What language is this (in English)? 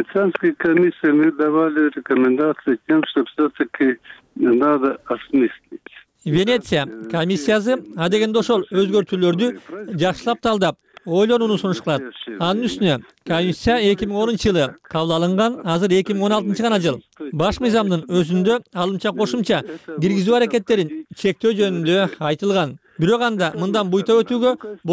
Kyrgyz